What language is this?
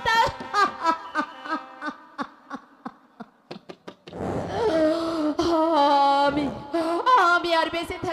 Bangla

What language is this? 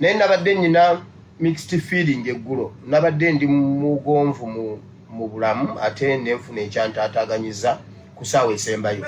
Ganda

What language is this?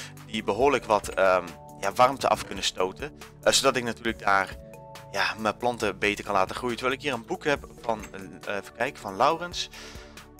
Dutch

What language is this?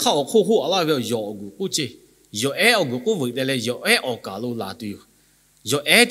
Lahu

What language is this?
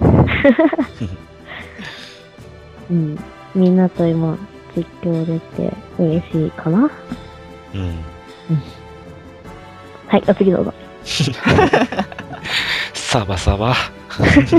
Japanese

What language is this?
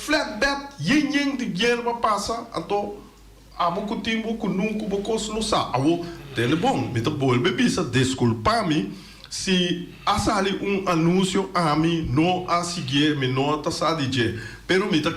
Papiamento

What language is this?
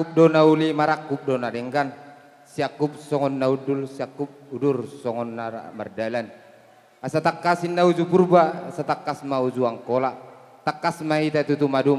Batak Toba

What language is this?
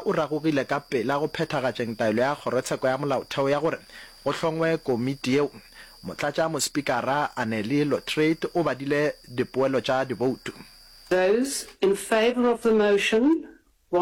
Northern Sotho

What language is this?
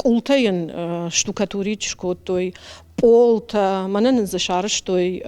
Ossetic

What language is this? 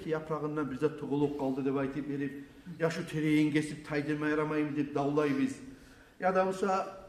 Kumyk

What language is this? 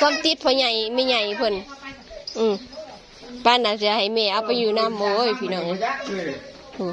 Northeastern Thai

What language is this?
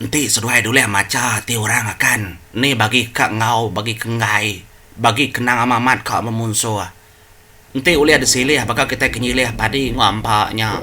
Iban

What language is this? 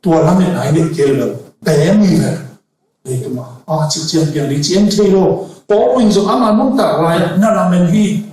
Tedim Chin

